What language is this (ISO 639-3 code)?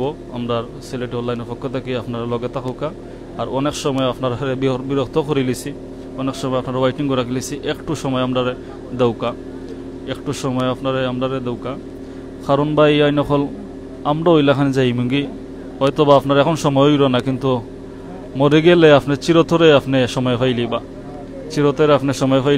syl